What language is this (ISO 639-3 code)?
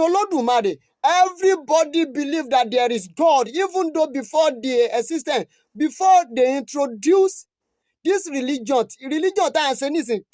yor